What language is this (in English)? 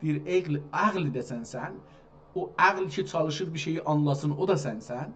South Azerbaijani